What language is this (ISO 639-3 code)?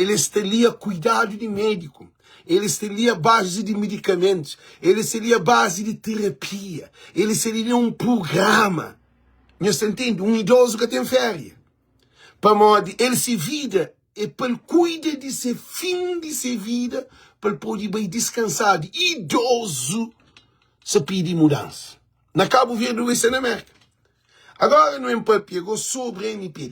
kea